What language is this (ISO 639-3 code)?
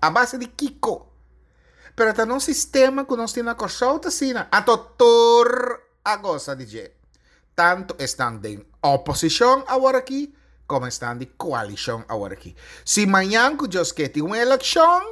pap